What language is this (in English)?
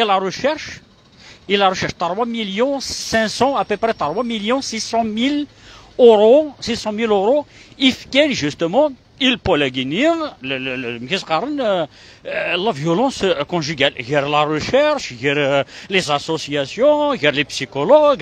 Kabyle